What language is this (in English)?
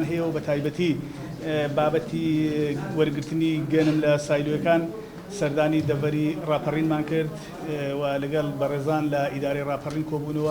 Central Kurdish